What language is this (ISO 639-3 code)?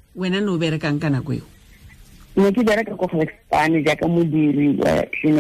tsn